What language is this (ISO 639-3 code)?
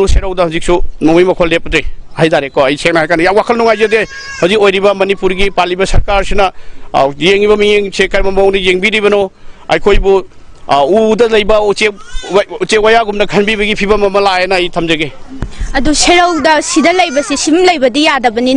mni